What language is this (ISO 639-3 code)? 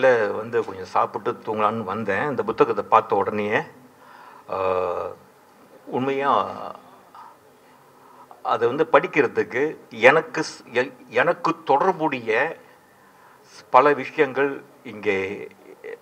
tam